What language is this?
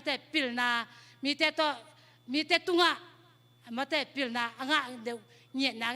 Tedim Chin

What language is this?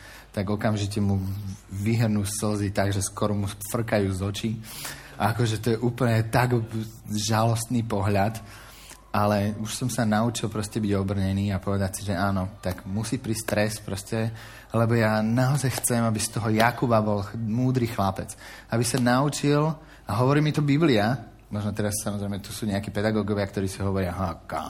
Slovak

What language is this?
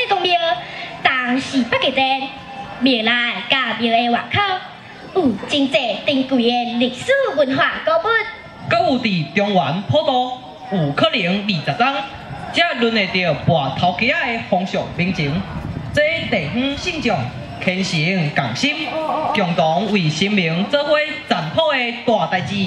Min Nan Chinese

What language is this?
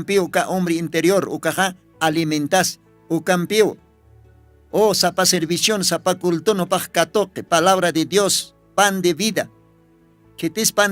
Aymara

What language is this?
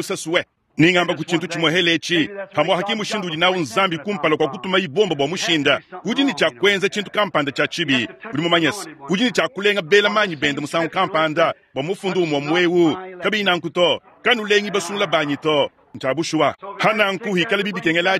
Luba-Lulua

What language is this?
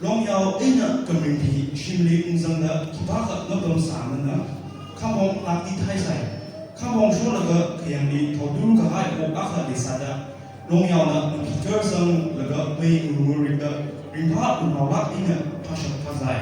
Tangkhul Naga (India)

